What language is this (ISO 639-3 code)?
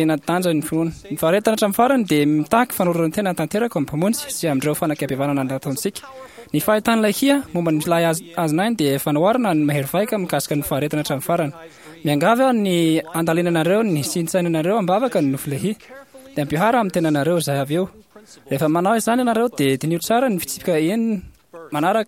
mlg